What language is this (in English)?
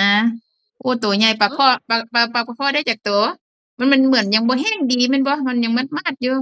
Northeastern Thai